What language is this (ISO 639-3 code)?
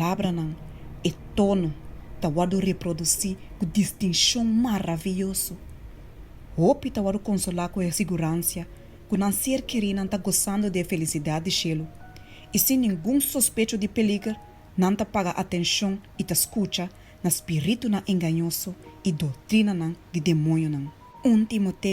pap